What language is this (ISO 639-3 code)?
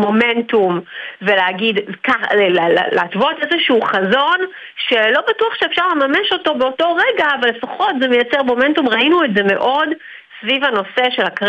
heb